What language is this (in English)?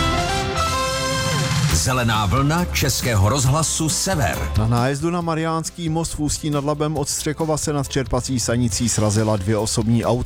Czech